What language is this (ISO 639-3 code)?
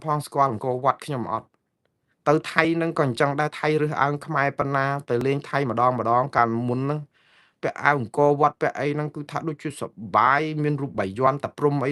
khm